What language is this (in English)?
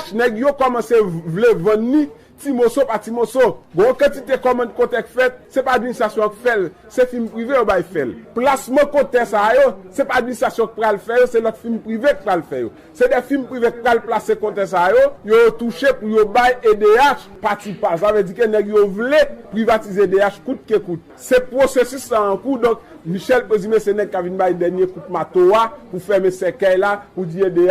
Haitian Creole